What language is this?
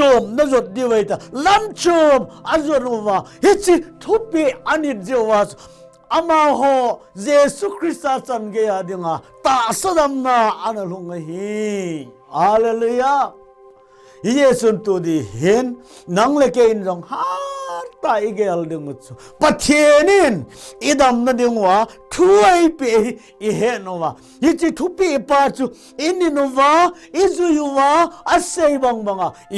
Thado Chin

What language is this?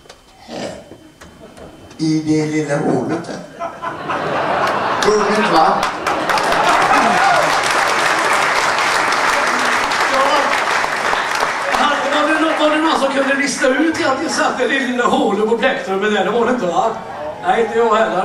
Swedish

